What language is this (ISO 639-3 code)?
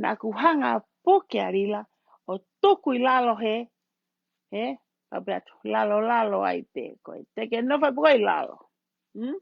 ton